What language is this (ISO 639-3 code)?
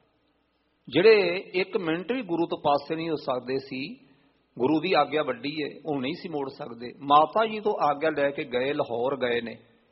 pan